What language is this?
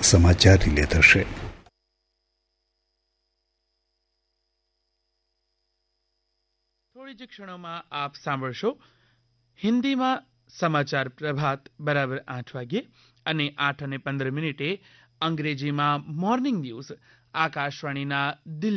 Gujarati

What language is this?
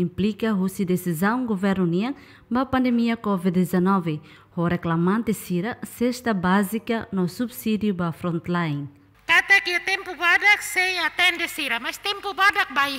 Tetum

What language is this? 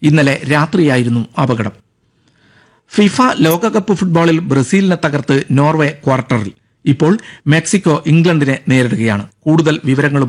Malayalam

